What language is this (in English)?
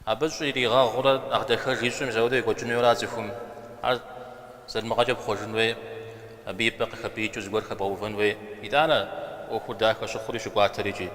Kabardian